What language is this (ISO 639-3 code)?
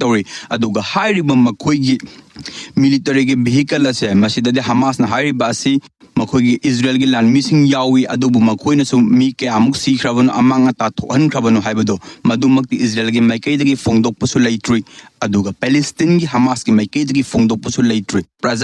mni